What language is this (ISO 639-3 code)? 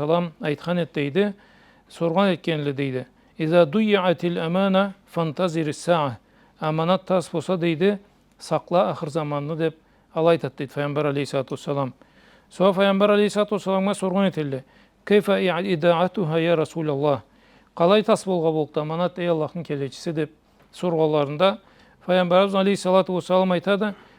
krc